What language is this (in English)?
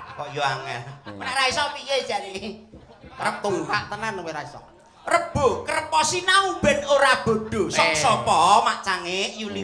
Javanese